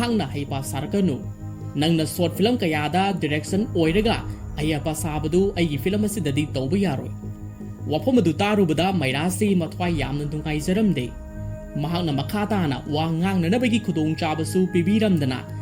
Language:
Manipuri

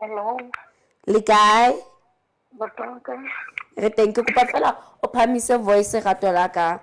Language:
Southern Sotho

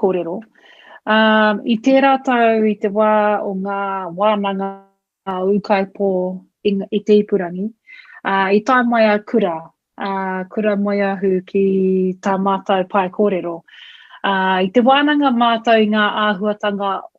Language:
Māori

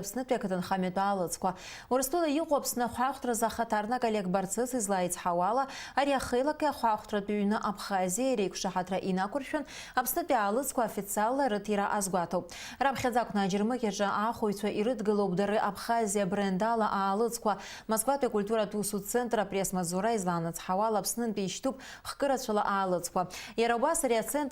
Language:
Abkhazian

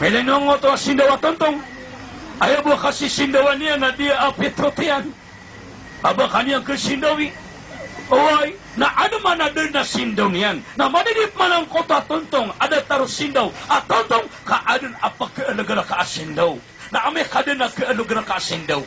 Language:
Maranao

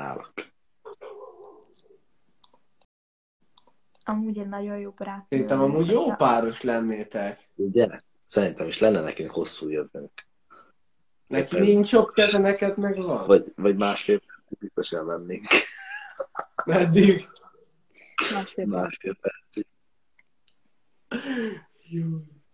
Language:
Hungarian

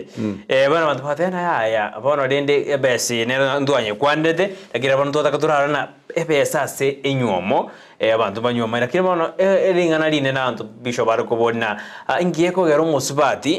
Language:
Gusii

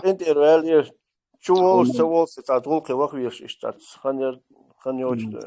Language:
Chechen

